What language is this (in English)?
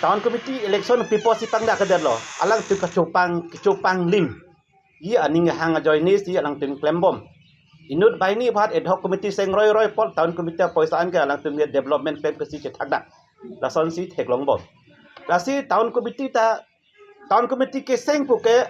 Karbi